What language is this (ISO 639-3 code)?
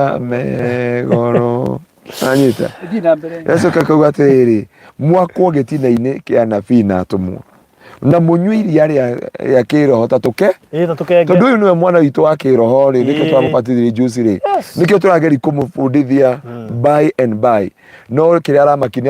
kik